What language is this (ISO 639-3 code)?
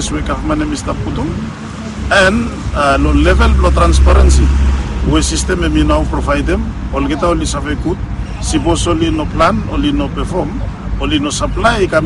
bis